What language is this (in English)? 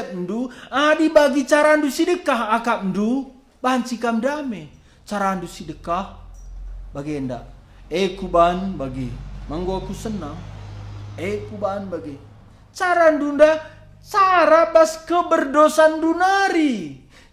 Batak Karo